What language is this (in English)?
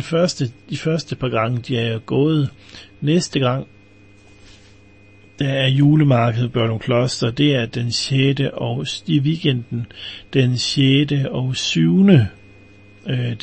Danish